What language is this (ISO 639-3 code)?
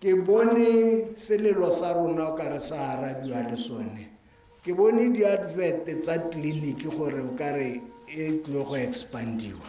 tsn